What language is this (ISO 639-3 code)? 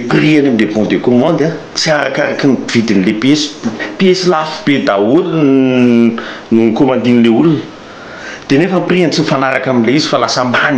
mlg